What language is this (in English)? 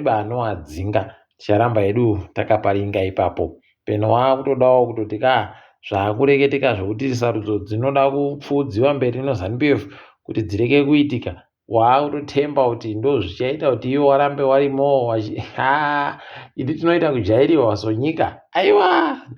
Ndau